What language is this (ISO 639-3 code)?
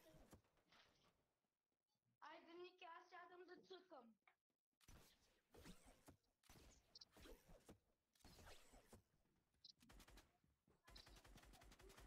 bul